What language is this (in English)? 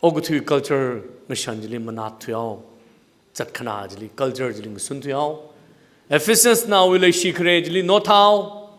Tangkhul Naga (India)